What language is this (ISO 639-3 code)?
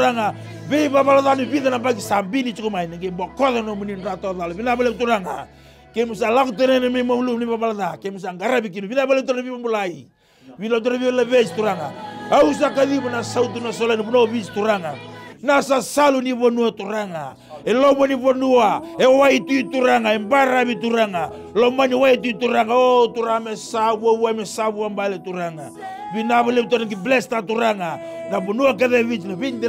fij